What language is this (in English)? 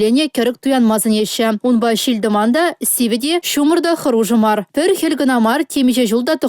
Chuvash